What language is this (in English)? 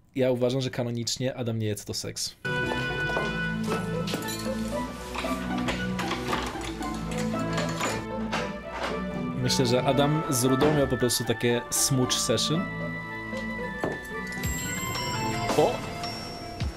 Polish